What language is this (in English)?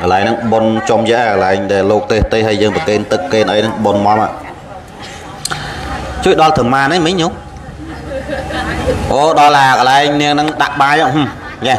Khmer